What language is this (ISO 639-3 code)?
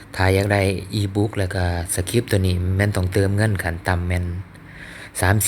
lao